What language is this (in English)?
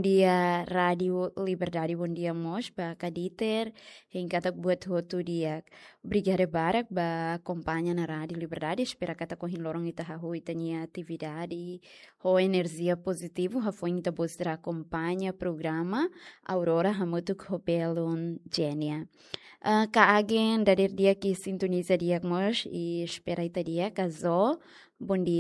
Tetum